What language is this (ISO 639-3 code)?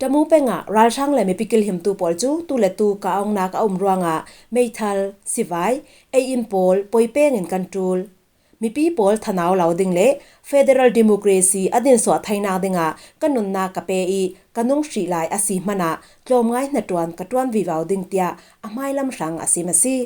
cfm